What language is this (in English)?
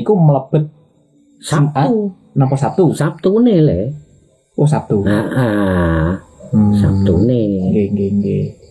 Javanese